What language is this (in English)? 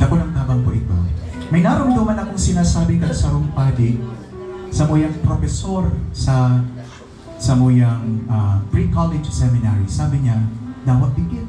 Bikol